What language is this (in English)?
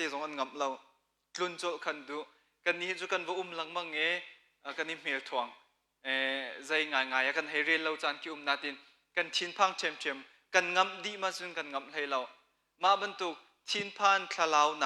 Hakha Chin